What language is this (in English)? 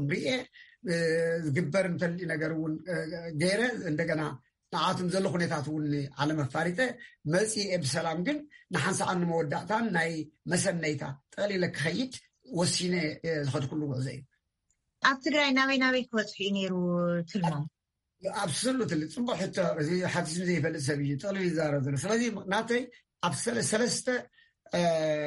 Tigrinya